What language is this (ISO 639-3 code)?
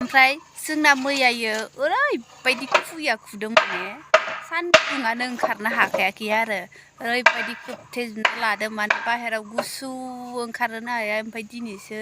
brx